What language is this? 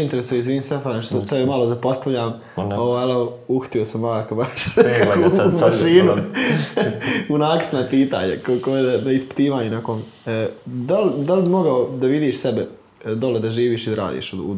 Bosnian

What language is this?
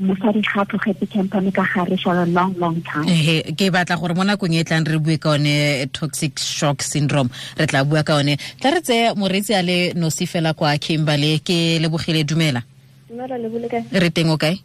Tswana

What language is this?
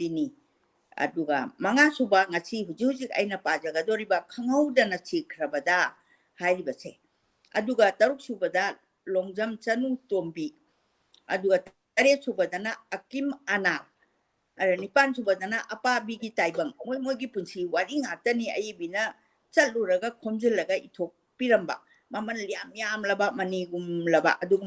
Manipuri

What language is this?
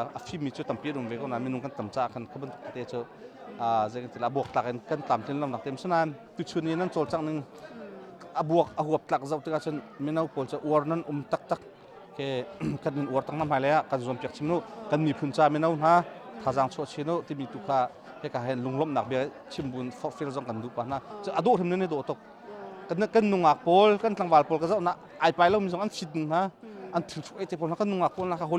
Hakha Chin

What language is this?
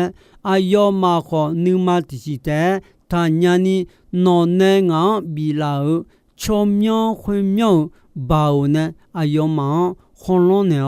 Akha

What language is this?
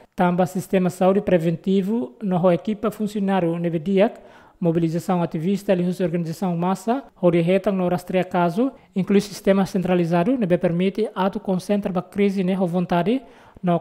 Tetum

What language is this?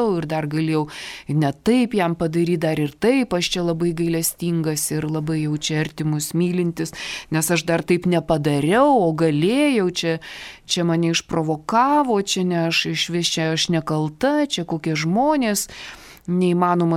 Lithuanian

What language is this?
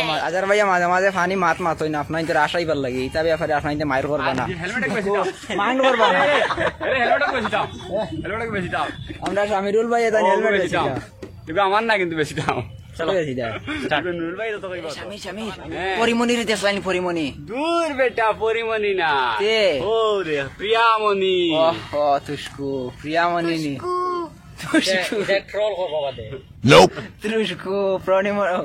Sylheti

